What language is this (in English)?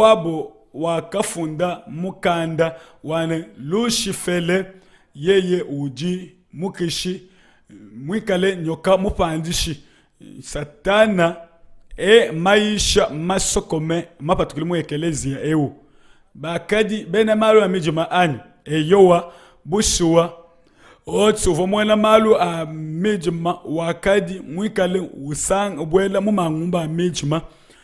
Luba-Lulua